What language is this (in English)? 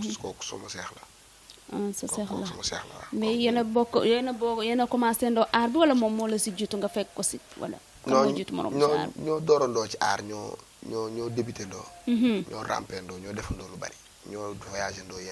Wolof